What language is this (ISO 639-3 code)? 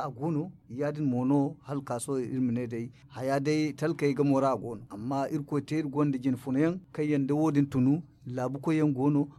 dje